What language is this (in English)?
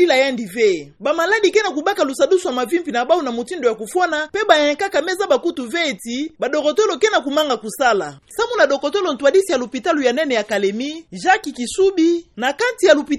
Kituba (Democratic Republic of Congo)